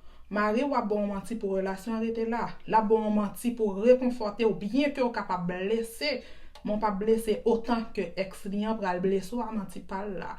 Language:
Haitian Creole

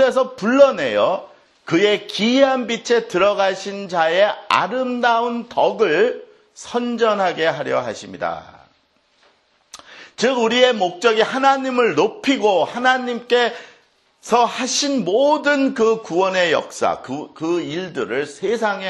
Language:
Korean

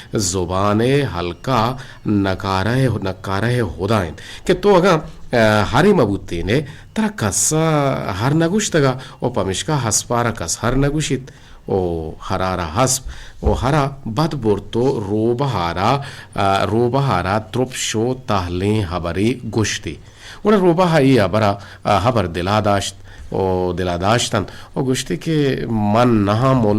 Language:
Eastern Balochi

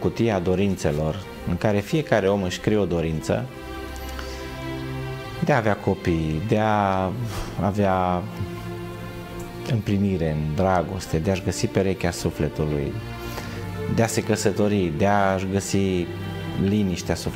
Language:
Romanian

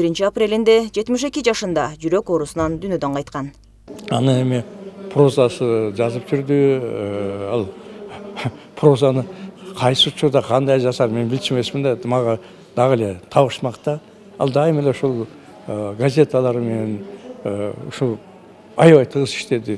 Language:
Kyrgyz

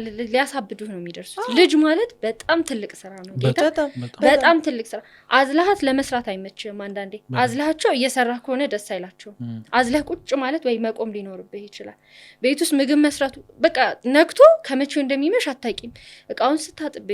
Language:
Amharic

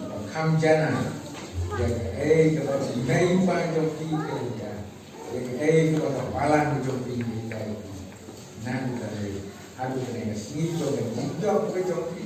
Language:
Khasi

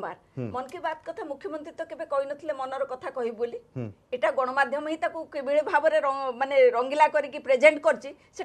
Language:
Odia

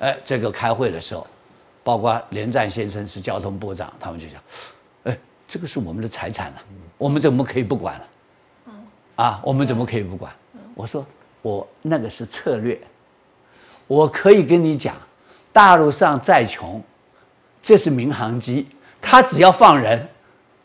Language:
Chinese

